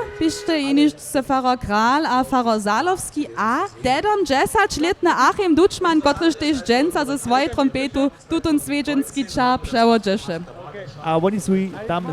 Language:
Upper Sorbian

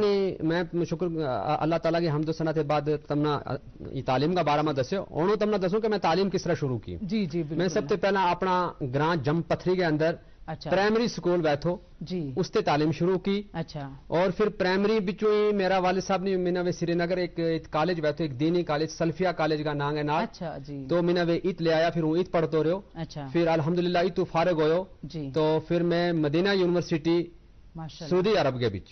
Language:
Gujari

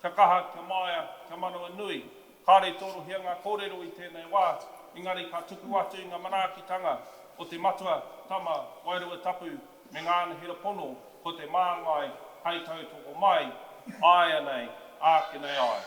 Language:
Māori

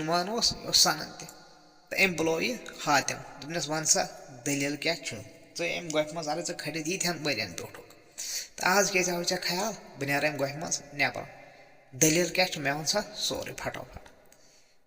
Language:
Kashmiri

